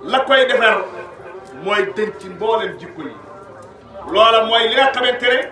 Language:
Wolof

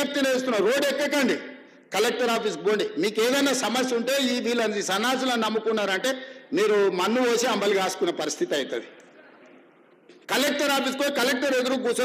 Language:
Telugu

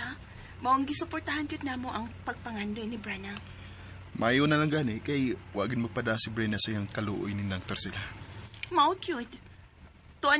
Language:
Cebuano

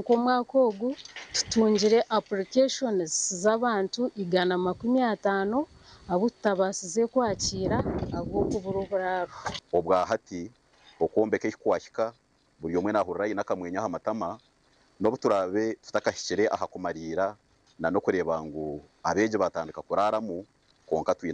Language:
Nyankole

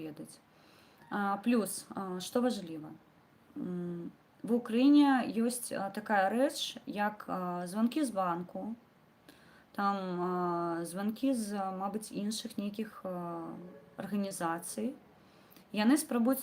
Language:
Belarusian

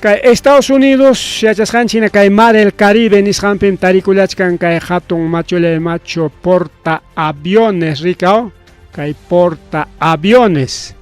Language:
Ayacucho Quechua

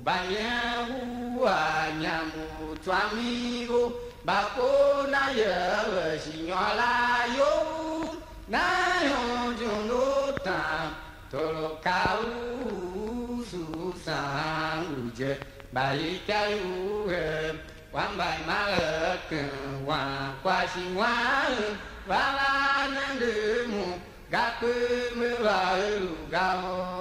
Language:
Tiv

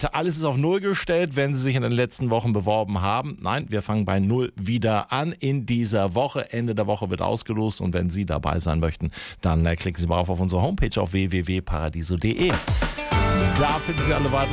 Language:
German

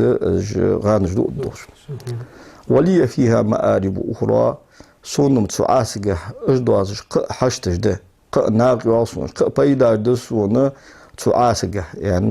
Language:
Ingush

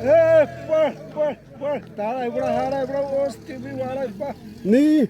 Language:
Xavánte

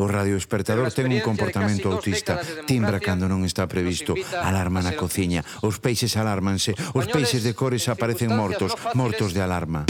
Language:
Galician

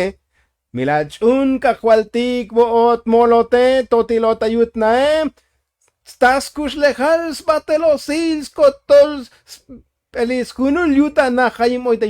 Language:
Tzotzil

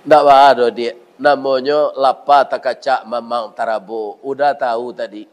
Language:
Minangkabau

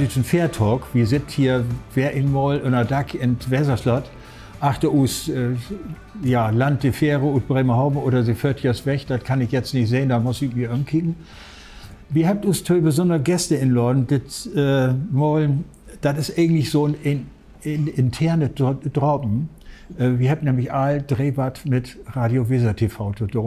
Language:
Low German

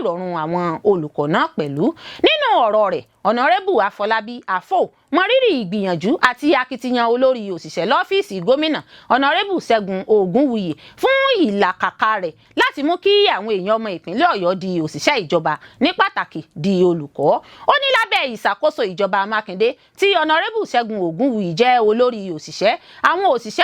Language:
Yoruba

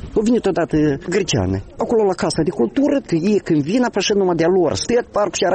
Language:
Romanian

